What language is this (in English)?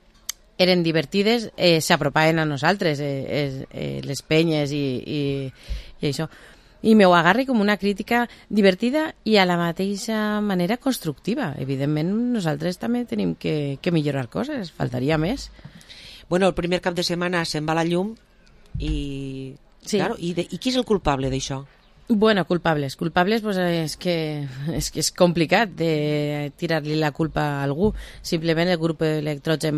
Catalan